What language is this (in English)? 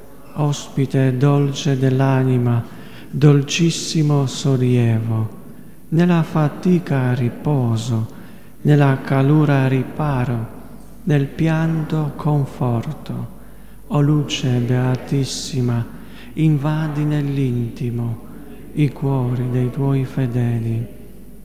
Italian